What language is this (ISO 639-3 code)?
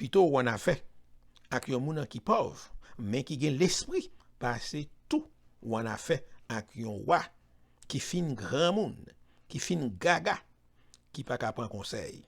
hat